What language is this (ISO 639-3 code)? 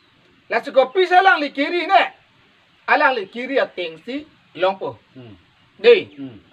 mjw